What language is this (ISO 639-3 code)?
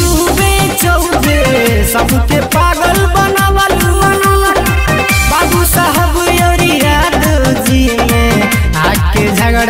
bho